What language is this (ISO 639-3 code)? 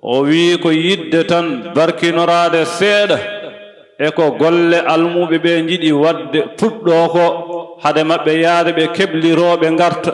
ful